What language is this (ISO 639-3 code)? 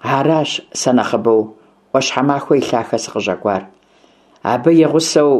kbd